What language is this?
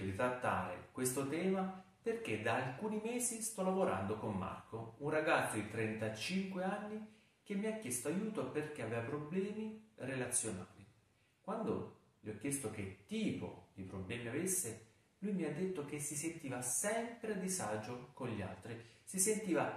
Italian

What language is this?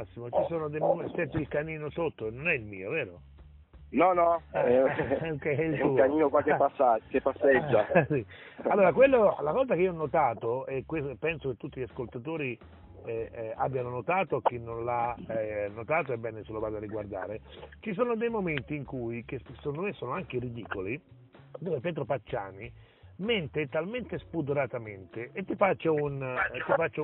Italian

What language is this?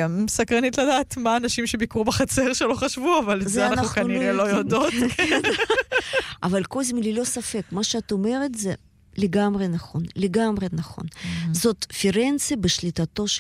Hebrew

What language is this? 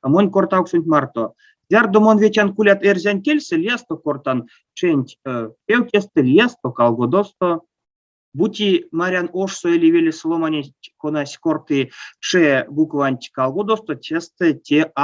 Erzya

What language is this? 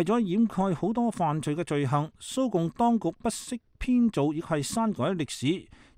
Cantonese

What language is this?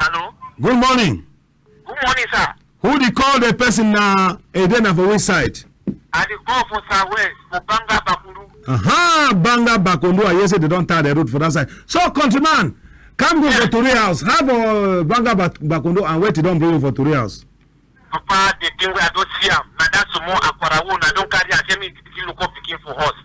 Cameroon Pidgin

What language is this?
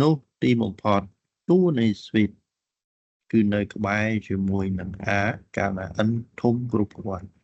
Khmer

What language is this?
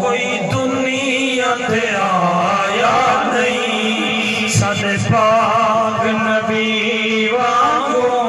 Saraiki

